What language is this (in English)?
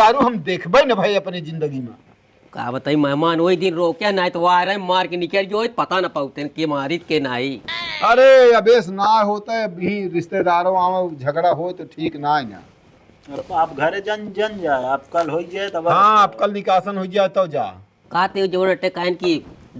Awadhi